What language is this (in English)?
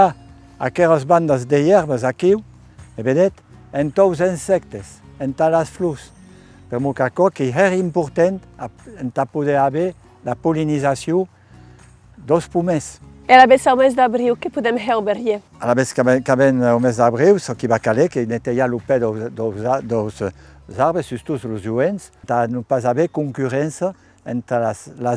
Occitan